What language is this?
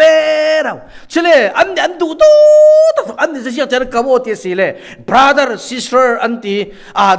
Falam Chin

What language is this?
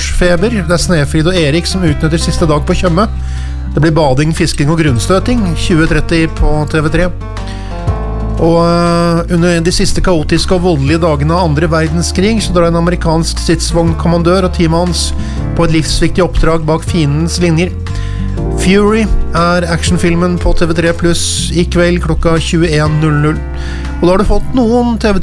Norwegian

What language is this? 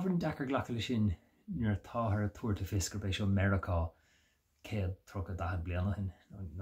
Irish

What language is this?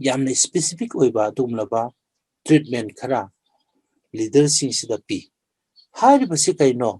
Manipuri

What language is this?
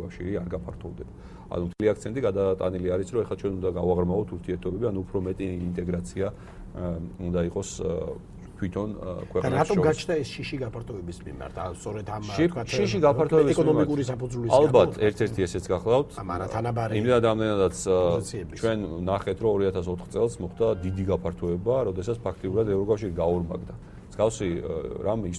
Georgian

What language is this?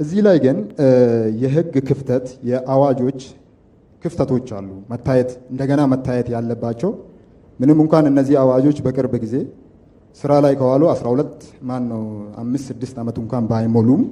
Amharic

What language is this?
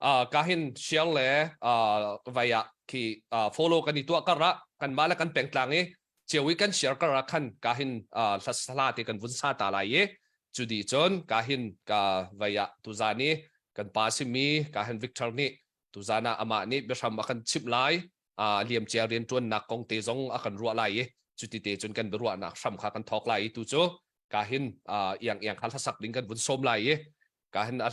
Hakha Chin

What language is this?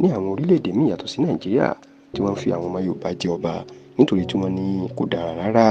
Yoruba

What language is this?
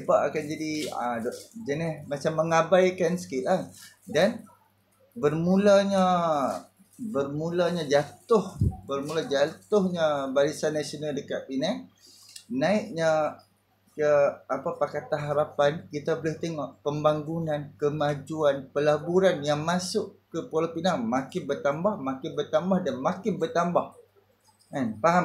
Malay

